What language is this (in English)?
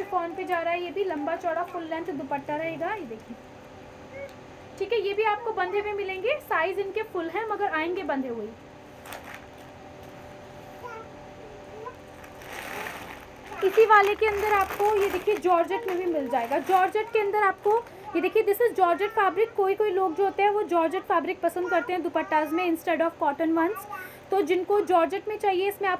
Hindi